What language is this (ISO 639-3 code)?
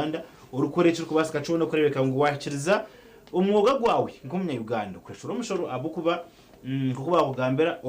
nyn